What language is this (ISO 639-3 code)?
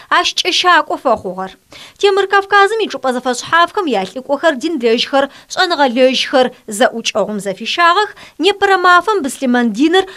ady